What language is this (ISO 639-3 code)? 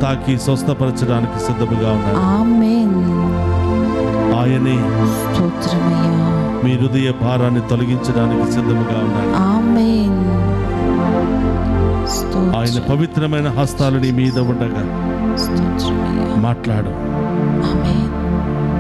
tel